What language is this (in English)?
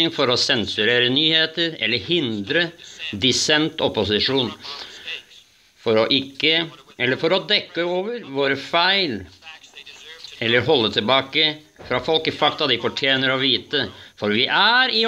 Norwegian